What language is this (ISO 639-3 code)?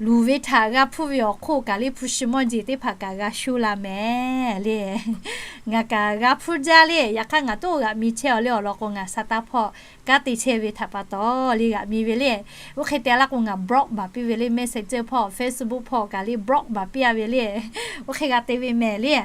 lhu